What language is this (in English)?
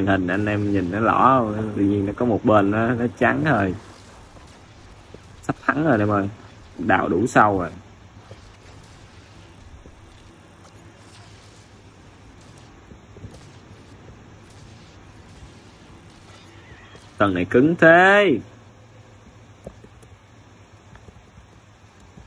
Vietnamese